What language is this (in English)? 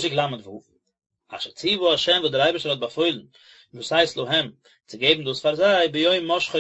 Yiddish